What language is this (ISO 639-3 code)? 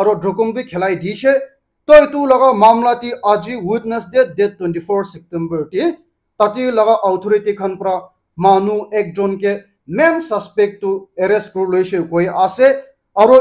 nag